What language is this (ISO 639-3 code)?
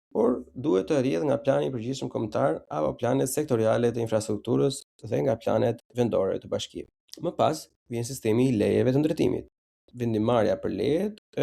sqi